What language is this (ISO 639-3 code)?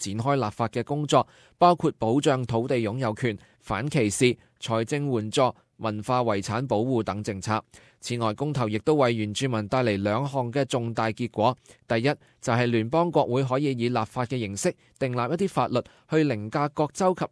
yue